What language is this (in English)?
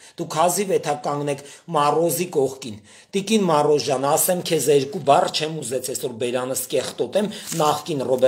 Armenian